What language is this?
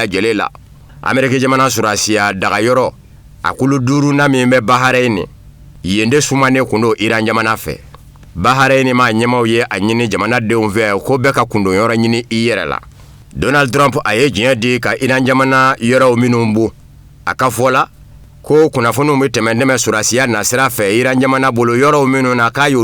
Bambara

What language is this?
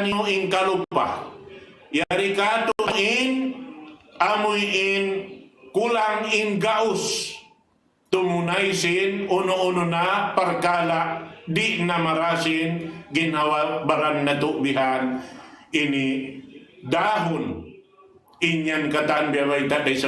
Tausug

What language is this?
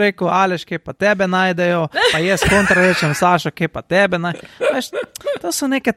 Slovenian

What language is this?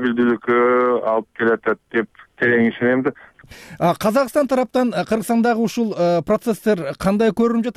Kyrgyz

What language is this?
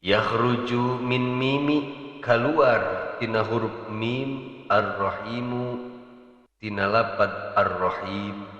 Sundanese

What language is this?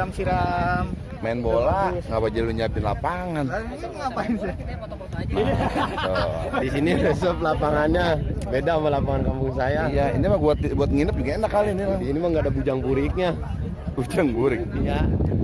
Betawi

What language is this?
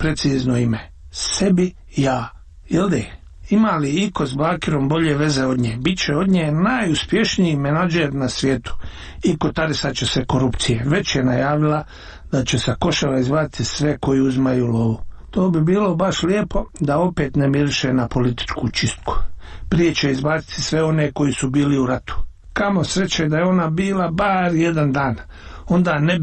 Bosnian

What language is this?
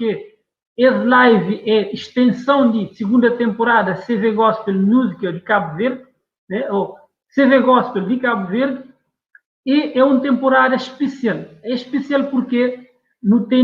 Kabuverdianu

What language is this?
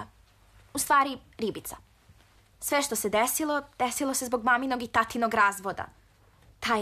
Serbian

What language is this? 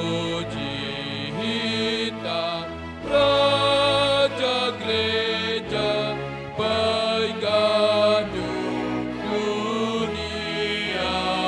Batak Simalungun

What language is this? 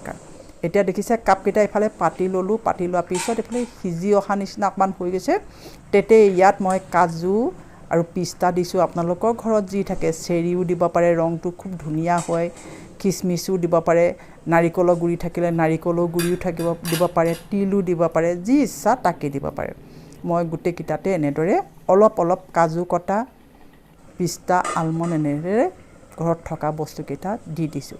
Assamese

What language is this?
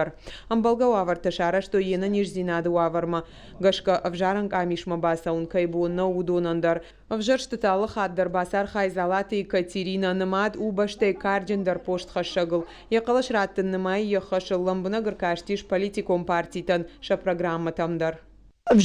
Ossetic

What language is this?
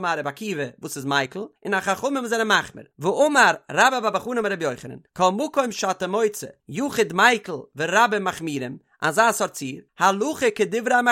Yiddish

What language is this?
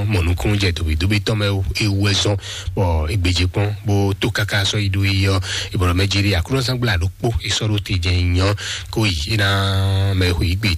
Fon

